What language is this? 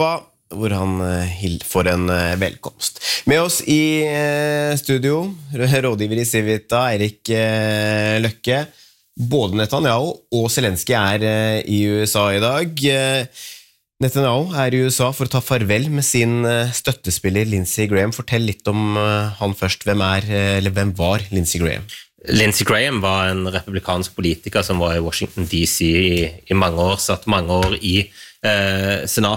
Norwegian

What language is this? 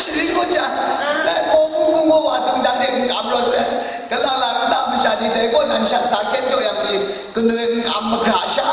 Kachin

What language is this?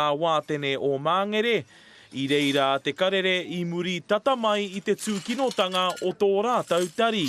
Māori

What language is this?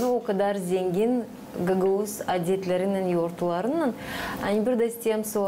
Gagauz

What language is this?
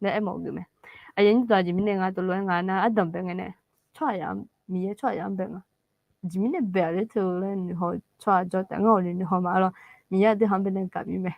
Akha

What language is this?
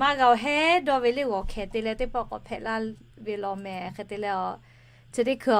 Lahu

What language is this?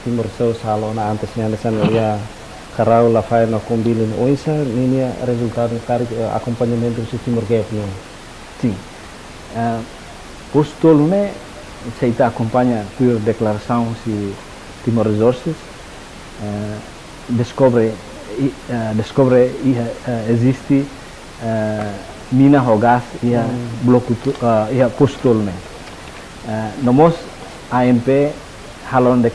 Tetum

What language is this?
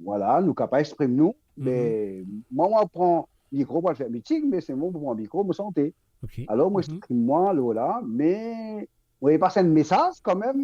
Morisyen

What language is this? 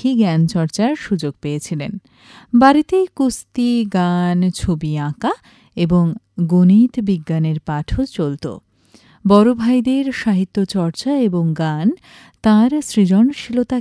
Bangla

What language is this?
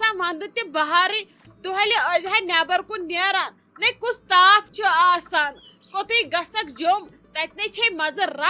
Kashmiri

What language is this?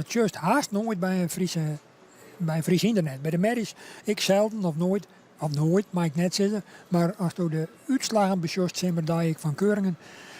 Western Frisian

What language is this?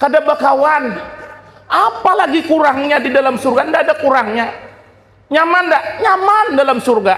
Banjar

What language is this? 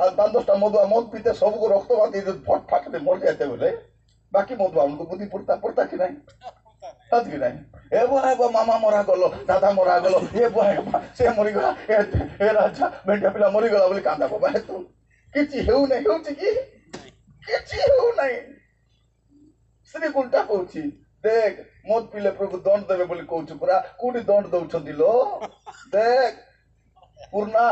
Odia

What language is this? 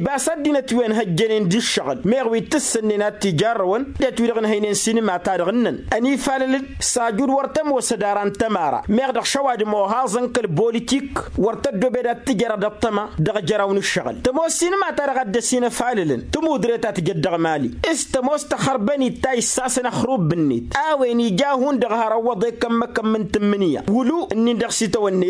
Tamasheq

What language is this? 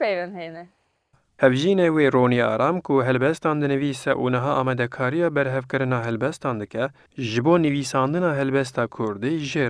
Kurdish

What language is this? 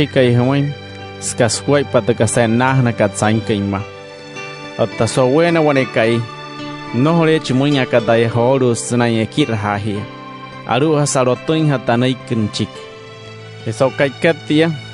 Wayuu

